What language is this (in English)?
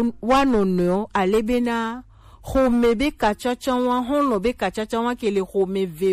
Gen